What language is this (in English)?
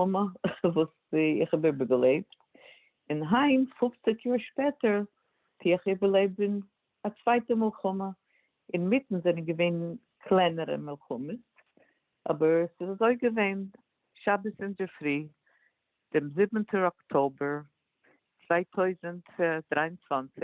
Yiddish